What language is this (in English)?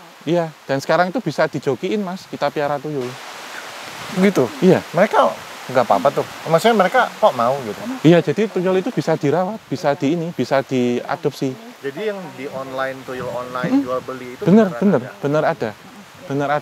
Indonesian